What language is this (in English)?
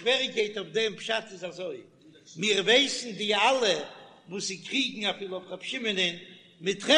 Yiddish